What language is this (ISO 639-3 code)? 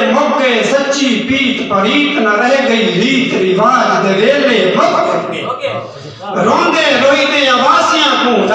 skr